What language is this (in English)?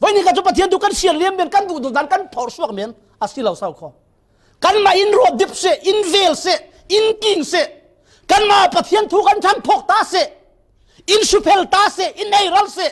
Falam Chin